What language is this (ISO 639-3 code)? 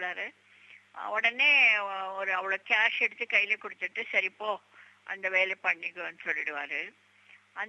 tam